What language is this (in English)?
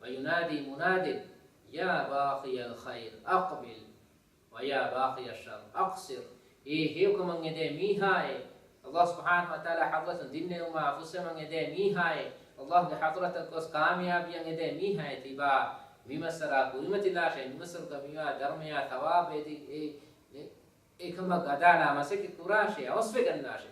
Divehi